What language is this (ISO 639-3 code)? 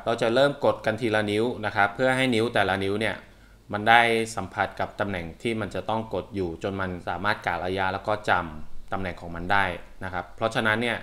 tha